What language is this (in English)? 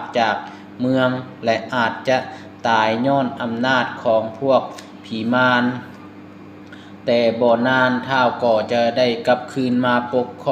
Lao